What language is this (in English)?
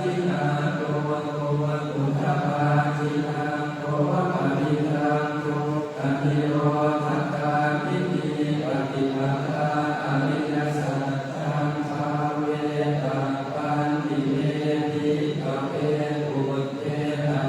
Pali